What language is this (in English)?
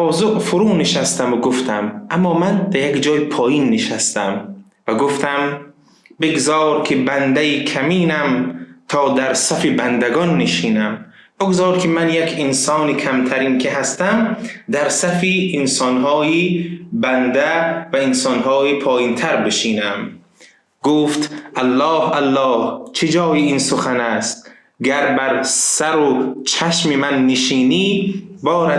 Tajik